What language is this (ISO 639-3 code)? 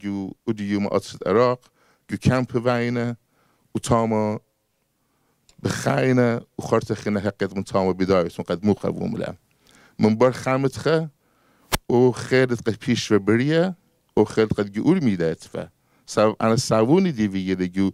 aii